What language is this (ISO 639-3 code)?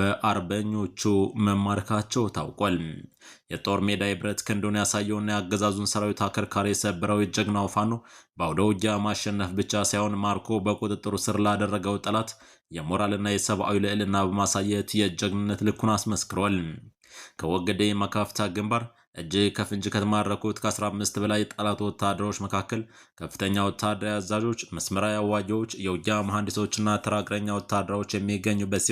amh